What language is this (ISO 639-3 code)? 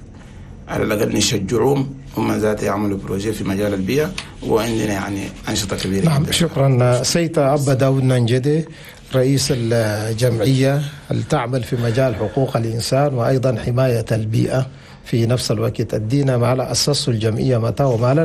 shu